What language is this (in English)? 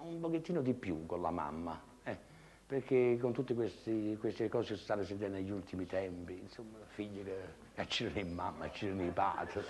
Neapolitan